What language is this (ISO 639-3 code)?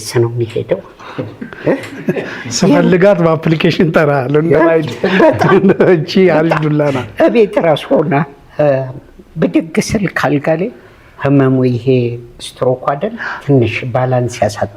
amh